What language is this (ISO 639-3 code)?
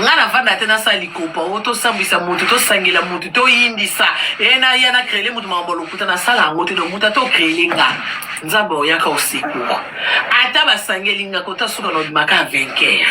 lin